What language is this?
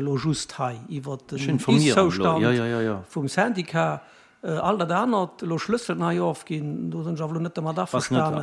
Luxembourgish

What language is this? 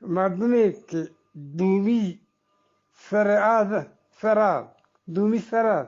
Eastern Balochi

